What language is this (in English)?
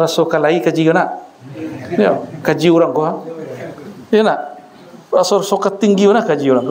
Minangkabau